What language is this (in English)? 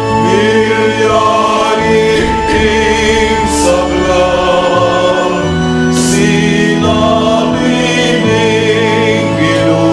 Pampanga